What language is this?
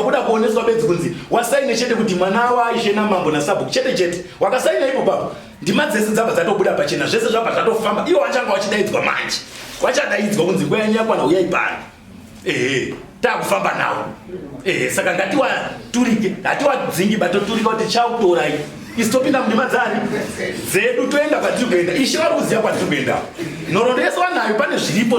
Shona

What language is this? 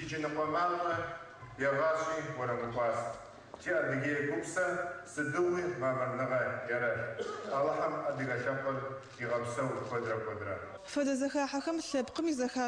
Adyghe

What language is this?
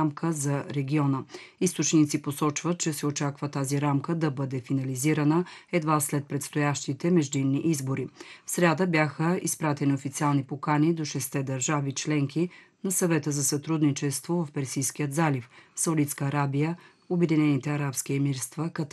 Bulgarian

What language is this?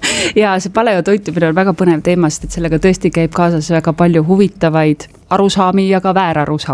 Estonian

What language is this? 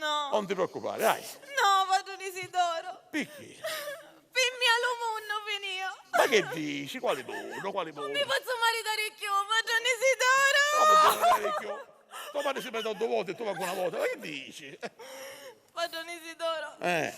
Sicilian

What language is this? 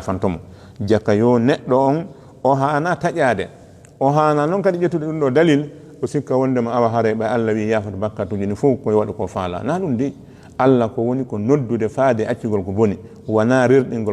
Fula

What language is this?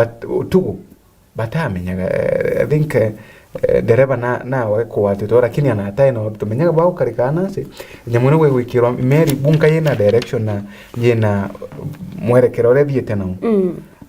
Meru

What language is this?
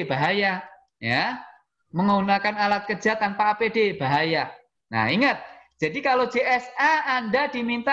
Indonesian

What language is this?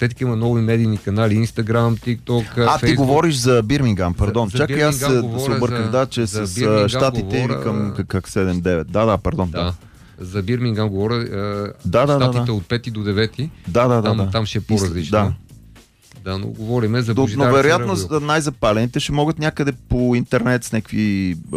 Bulgarian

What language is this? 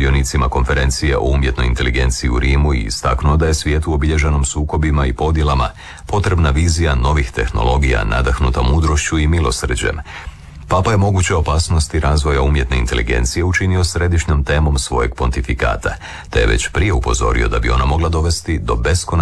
Croatian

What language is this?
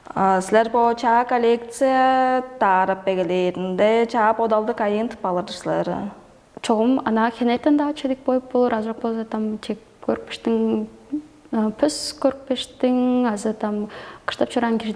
Tuvinian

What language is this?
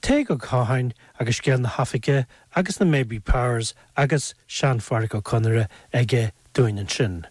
Irish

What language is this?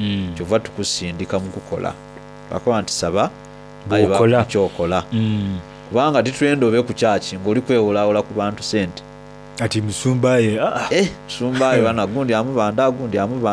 Soga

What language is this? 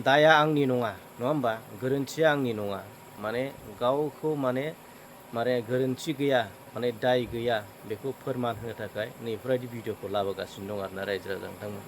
Bodo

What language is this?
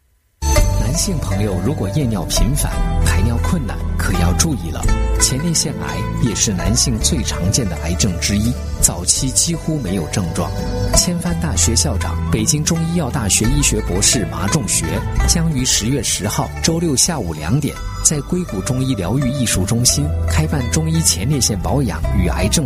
Chinese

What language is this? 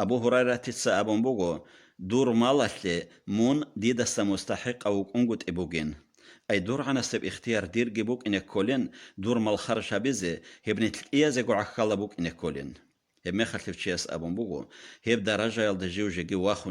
Avaric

